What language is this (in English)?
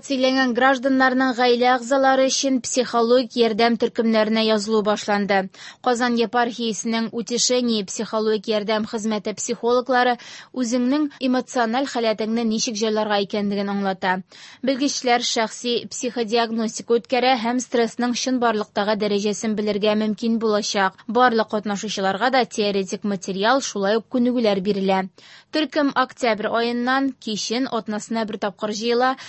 Tatar